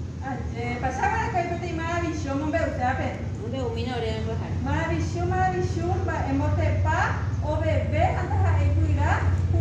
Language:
Guarani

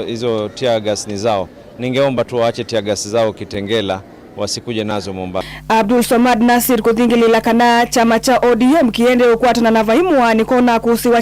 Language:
Kamba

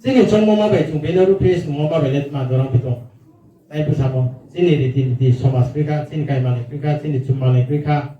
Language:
Riang (India)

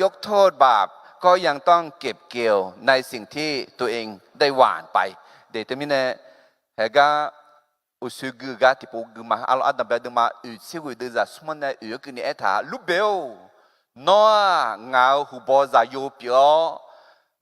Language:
Akha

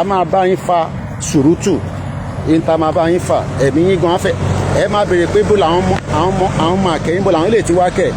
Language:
Yoruba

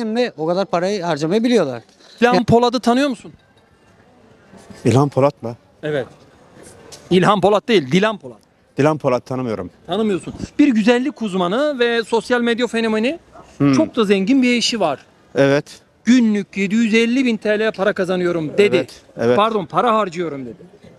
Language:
Turkish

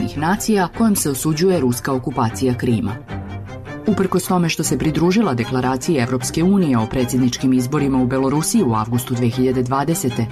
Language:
Serbian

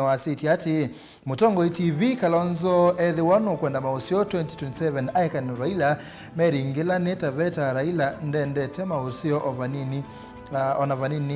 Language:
Kamba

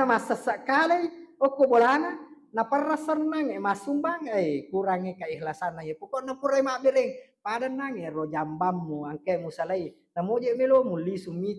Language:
Buginese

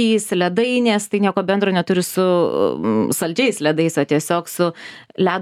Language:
Lithuanian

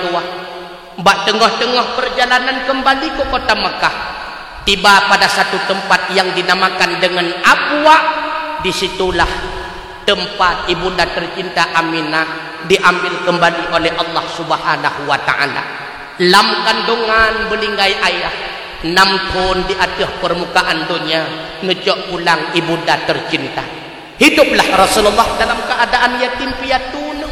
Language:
Achinese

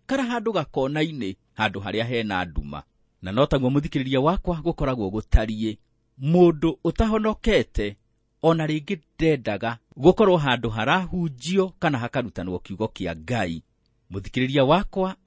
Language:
Kikuyu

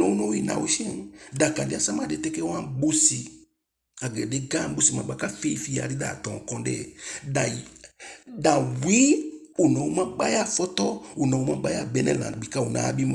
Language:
Eastern Maroon Creole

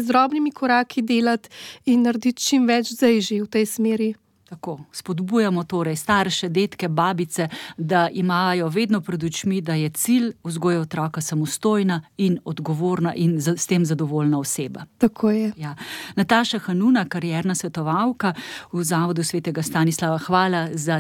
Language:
Slovenian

